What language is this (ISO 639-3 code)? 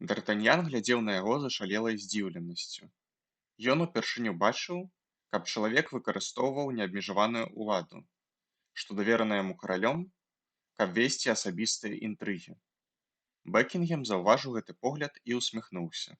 bel